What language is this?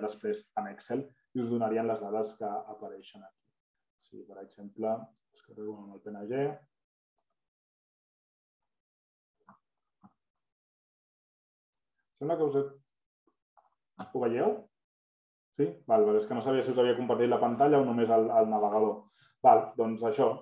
Catalan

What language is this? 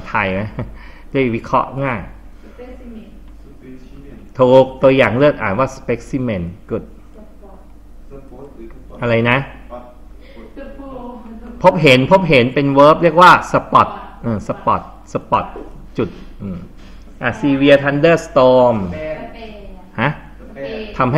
Thai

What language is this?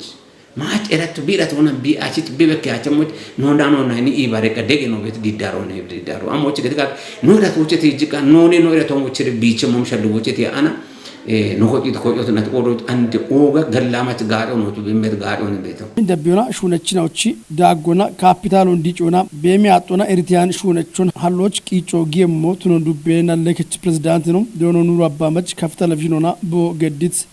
Kafa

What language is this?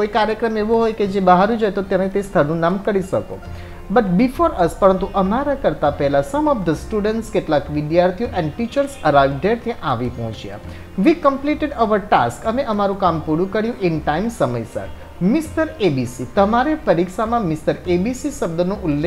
Gujarati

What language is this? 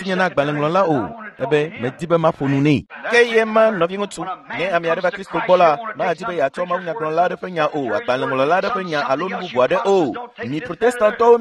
Ewe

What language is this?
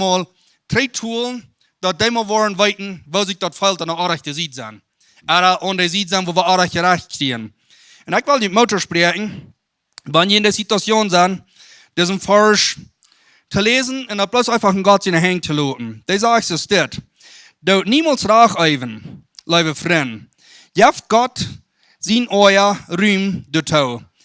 Plautdietsch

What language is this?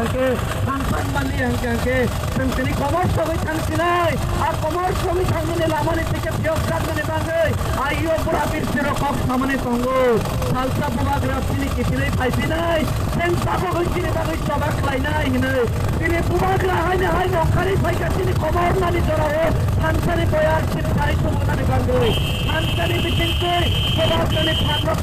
Kok Borok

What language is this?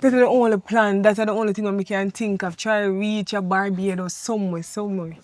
Jamaican Creole English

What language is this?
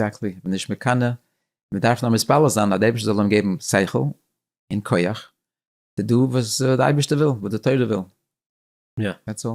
Yiddish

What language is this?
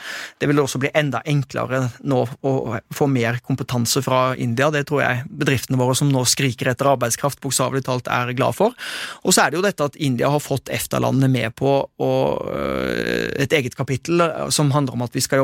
Norwegian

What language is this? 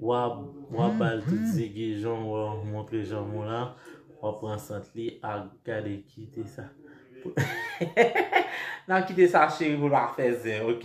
Haitian Creole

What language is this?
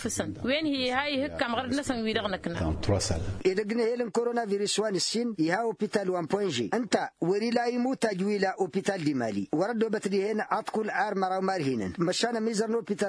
Tamasheq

